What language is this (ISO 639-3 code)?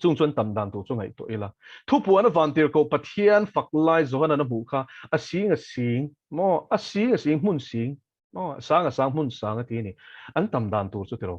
lus